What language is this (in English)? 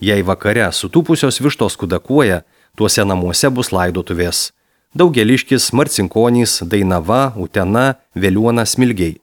Lithuanian